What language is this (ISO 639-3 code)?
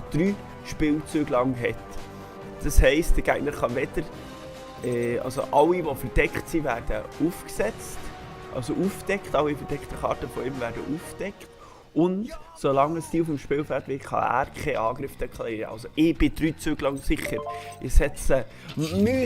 gsw